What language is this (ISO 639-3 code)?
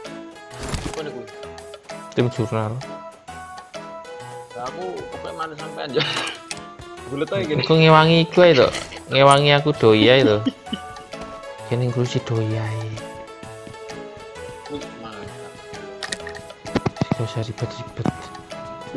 ind